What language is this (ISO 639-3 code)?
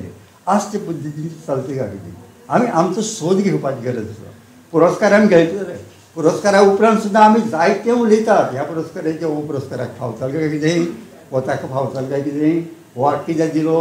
kok